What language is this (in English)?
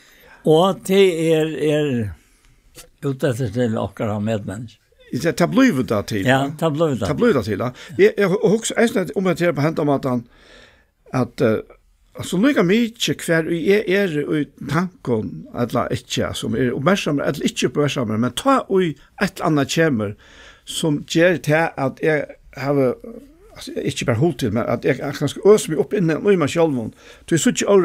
Faroese